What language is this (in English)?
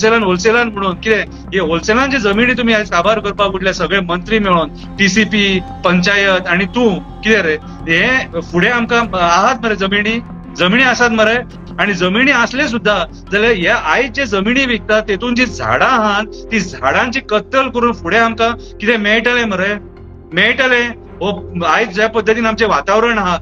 Konkani